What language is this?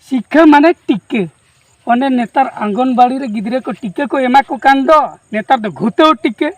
Santali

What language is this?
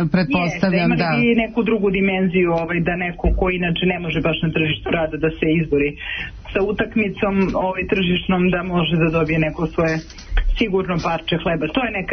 Serbian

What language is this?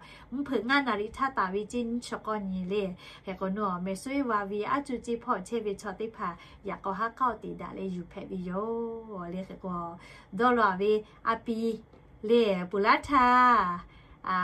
Lahu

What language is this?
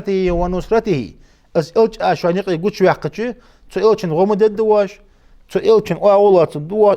Ingush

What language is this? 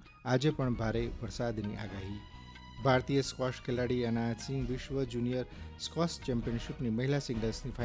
Gujarati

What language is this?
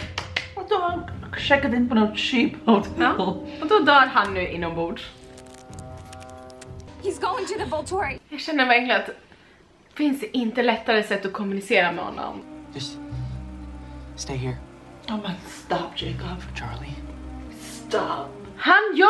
Swedish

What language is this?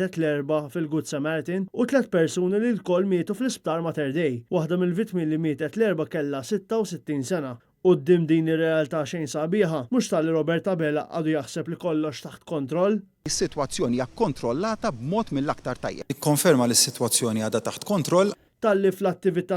Maltese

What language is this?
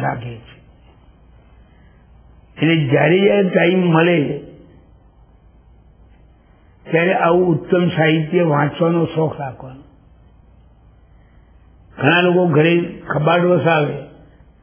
Gujarati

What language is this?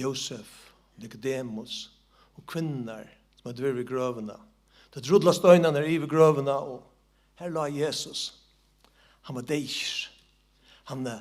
Faroese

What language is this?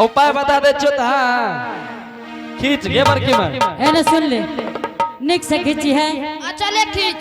Angika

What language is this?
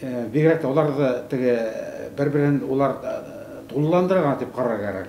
Bashkir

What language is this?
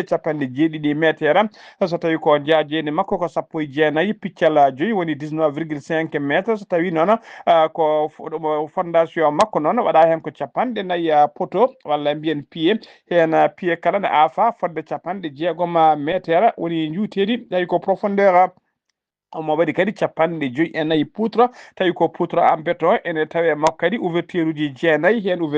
Fula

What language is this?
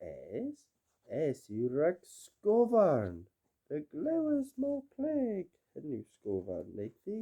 Cornish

